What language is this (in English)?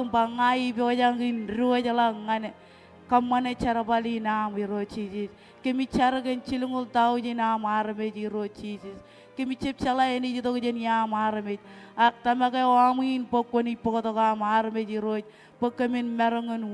Marshallese